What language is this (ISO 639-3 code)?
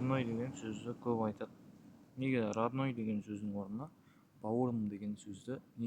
kaz